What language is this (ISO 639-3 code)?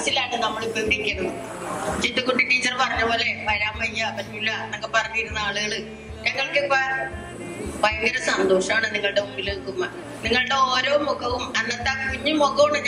mal